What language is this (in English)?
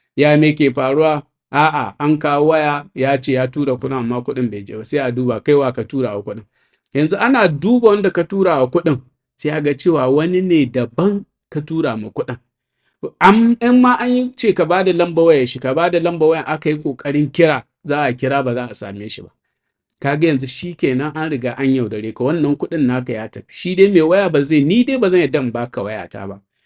Hausa